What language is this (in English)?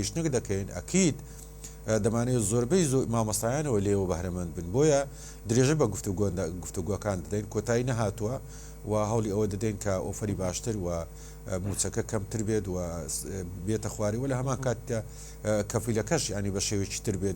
Central Kurdish